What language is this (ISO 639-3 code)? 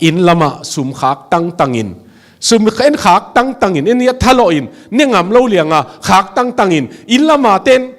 ctd